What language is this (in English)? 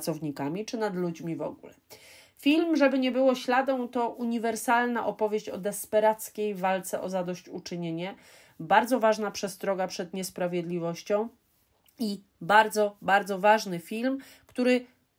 Polish